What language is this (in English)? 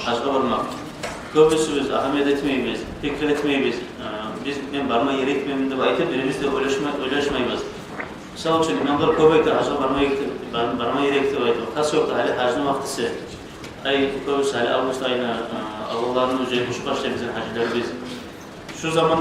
Kumyk